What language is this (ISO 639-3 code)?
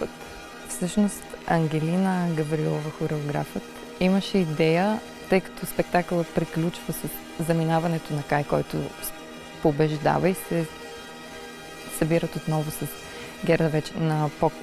bul